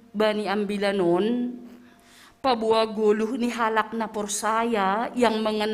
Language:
Batak Simalungun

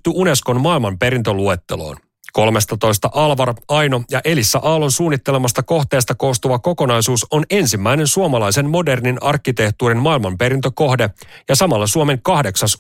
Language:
Finnish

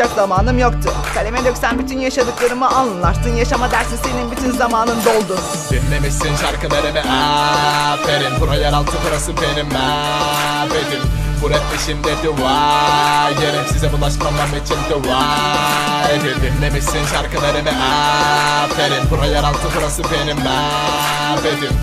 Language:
Turkish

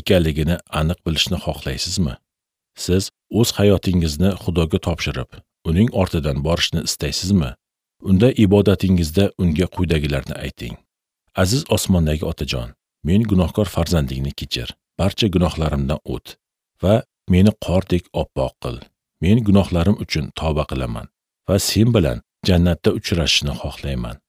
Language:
Uzbek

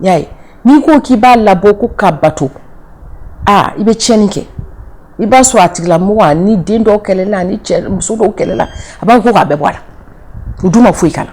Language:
Bambara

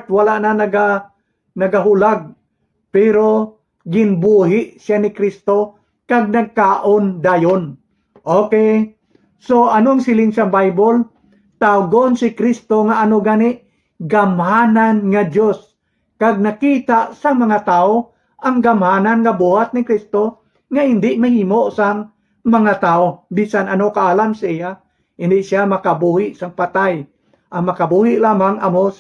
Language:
Hiligaynon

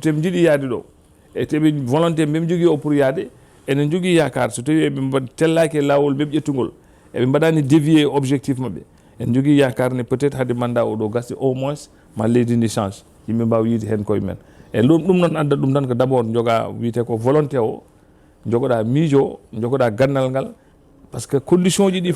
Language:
Fula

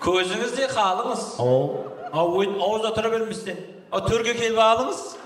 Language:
Kara-Kalpak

